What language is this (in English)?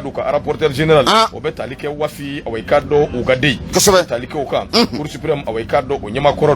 Bambara